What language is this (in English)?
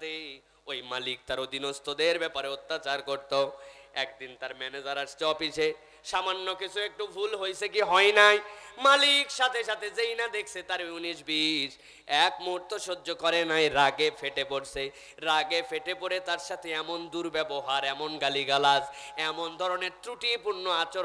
Bangla